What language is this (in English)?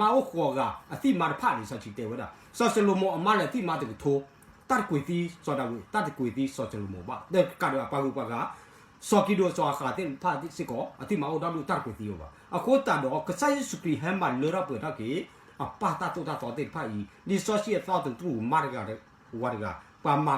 S'gaw Karen